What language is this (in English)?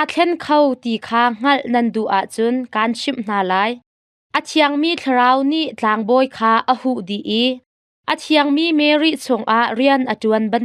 Hakha Chin